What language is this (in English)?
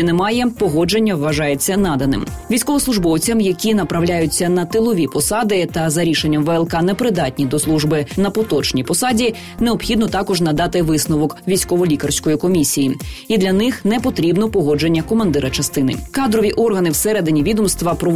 Ukrainian